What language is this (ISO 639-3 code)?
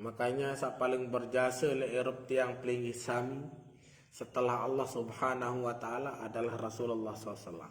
sas